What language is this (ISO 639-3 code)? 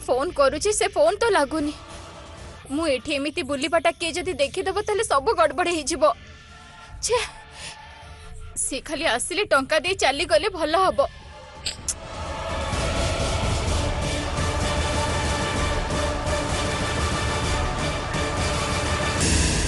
ori